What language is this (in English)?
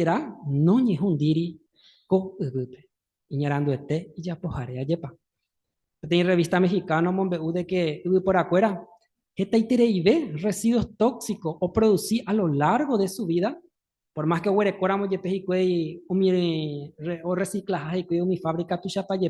Guarani